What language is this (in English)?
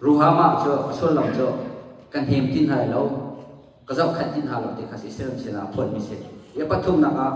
Hakha Chin